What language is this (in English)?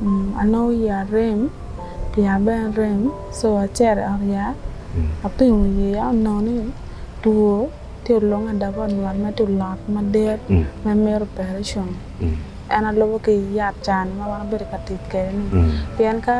Acoli